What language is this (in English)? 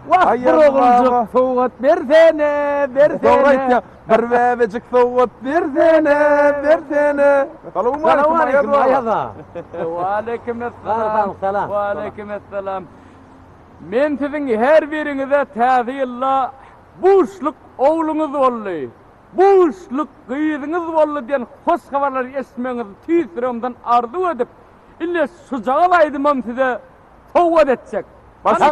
Turkmen